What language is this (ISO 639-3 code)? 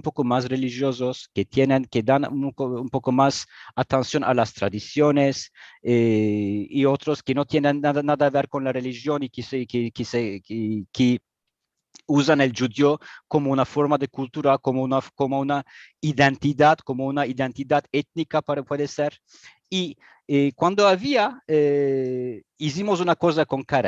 lad